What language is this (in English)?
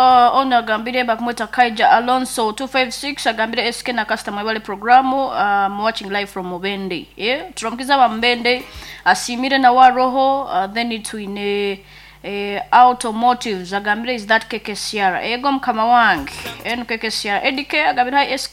Nyankole